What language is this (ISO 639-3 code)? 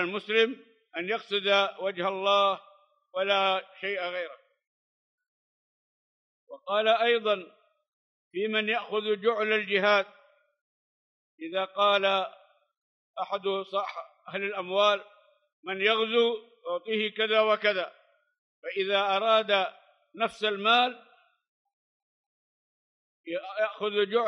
ara